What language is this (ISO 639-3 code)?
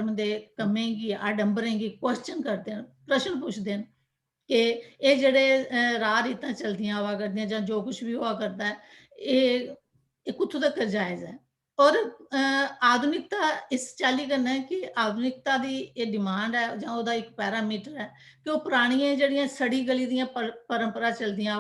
doi